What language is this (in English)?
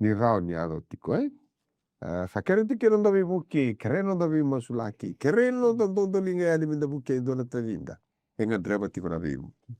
Fijian